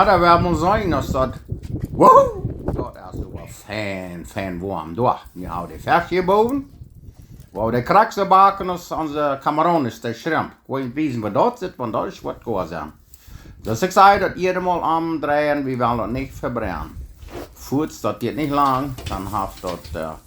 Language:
Plautdietsch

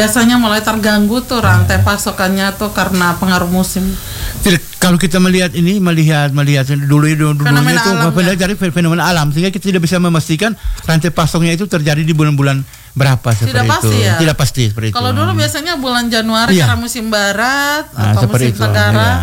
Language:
Indonesian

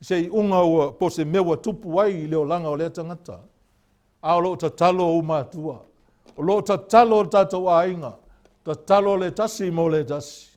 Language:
Samoan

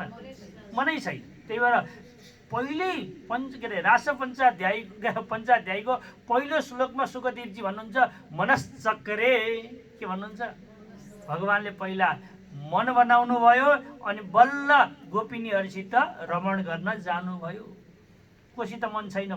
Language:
Nepali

